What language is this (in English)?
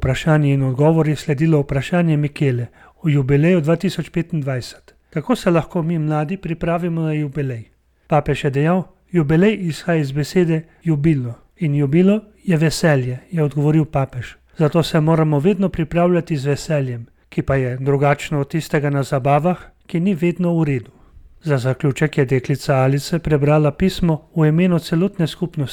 Slovenian